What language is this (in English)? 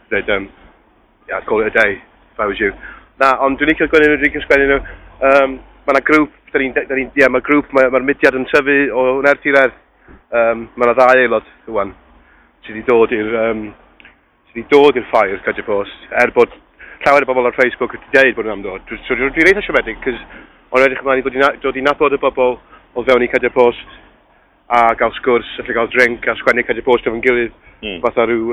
Welsh